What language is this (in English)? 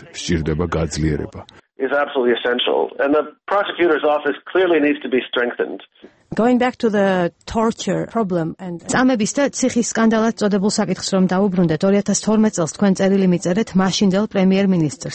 Georgian